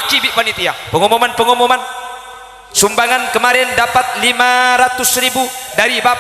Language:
Madurese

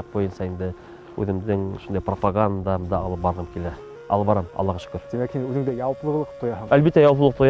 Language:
Bashkir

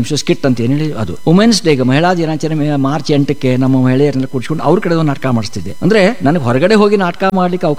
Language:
Kannada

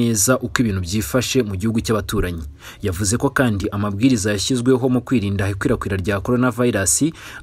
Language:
Kinyarwanda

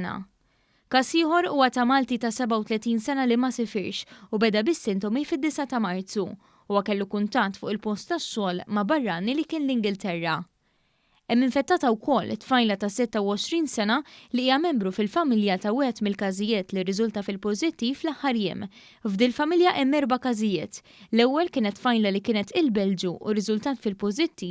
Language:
Maltese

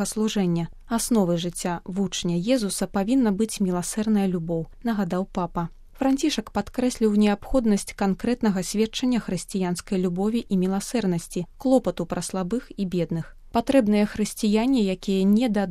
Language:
Belarusian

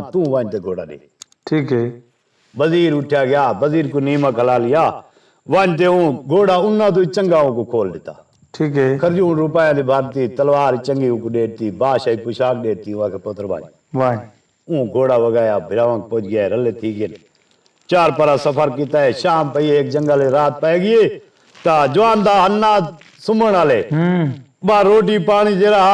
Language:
Saraiki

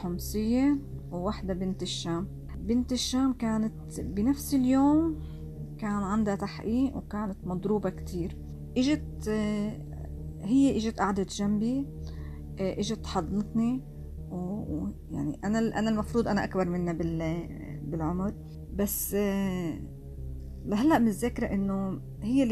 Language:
North Levantine Arabic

